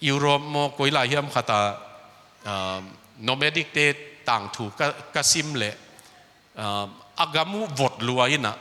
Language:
Tedim Chin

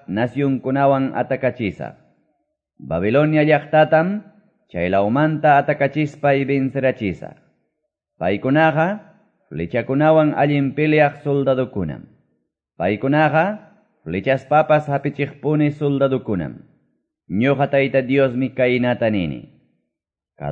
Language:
Quechua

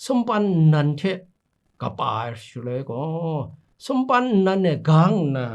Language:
Kachin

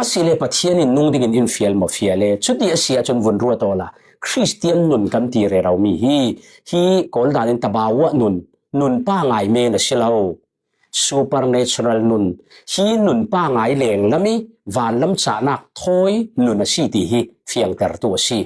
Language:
Falam Chin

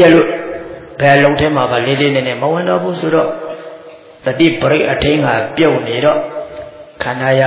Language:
Burmese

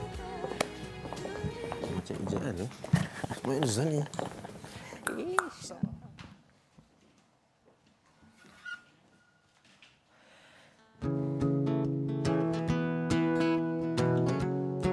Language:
Malay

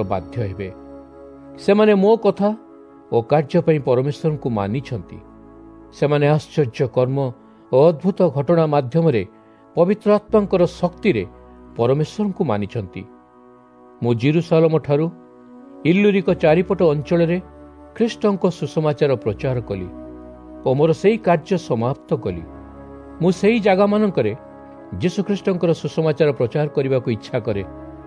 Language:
Odia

